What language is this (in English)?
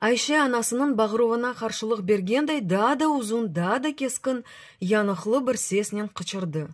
Crimean Tatar